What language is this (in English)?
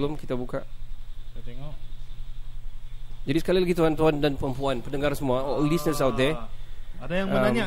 Malay